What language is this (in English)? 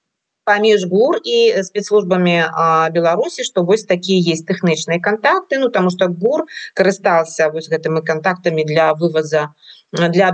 Belarusian